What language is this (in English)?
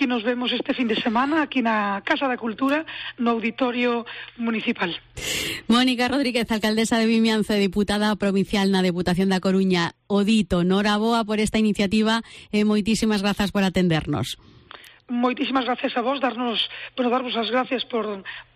Galician